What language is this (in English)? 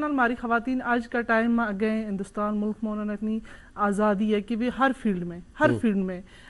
Gujari